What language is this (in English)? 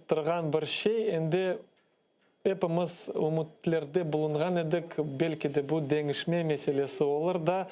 Crimean Tatar